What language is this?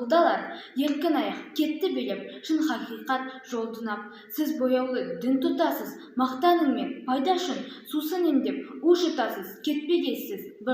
Kazakh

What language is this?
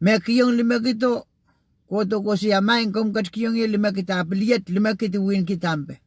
Pohnpeian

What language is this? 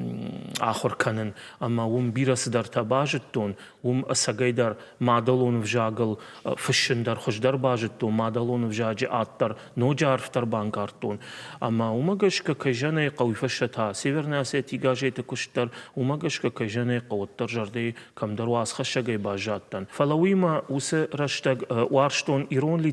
Ossetic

